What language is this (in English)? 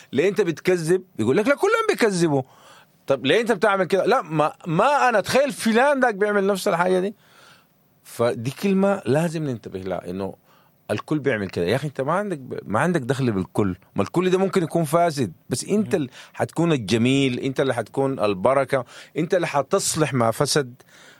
Sudanese Arabic